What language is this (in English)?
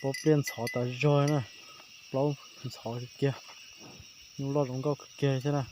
Hmong